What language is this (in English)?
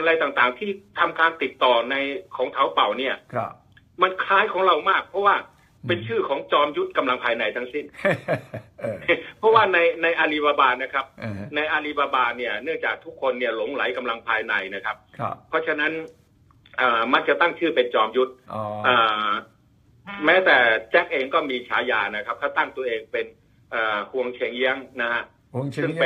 Thai